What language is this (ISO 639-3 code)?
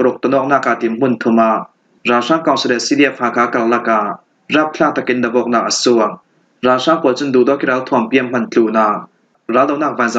cfm